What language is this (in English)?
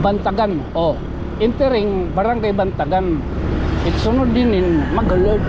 Waray